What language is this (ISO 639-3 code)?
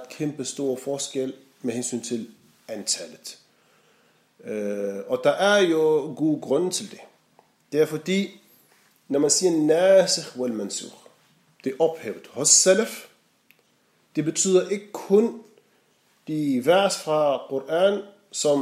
dan